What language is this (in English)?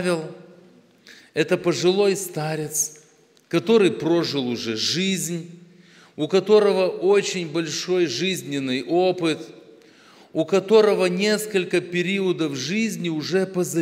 Russian